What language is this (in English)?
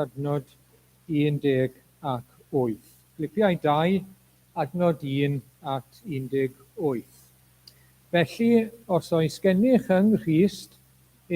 Welsh